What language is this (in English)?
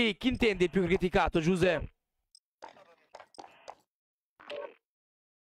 Italian